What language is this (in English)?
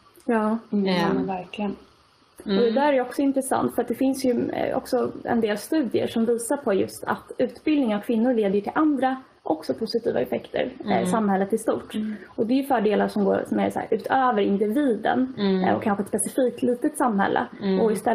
Swedish